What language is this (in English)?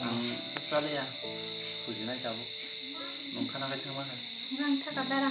Kok Borok